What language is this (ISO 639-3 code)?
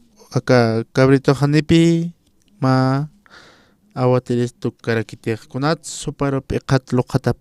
aym